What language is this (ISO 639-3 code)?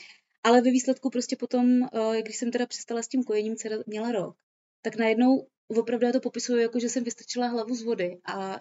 ces